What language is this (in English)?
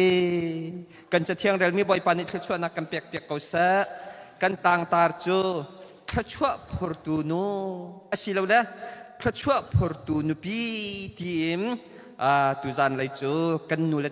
Hakha Chin